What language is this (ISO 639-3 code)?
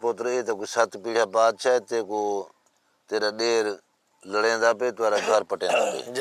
skr